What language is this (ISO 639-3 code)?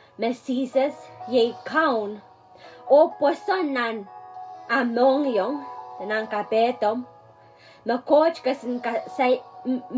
pon